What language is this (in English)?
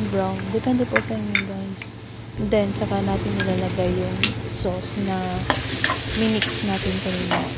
Filipino